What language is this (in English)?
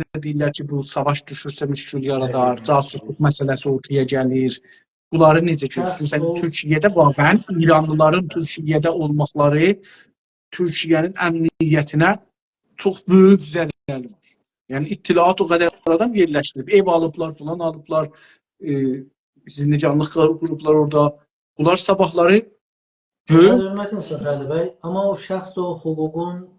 South Azerbaijani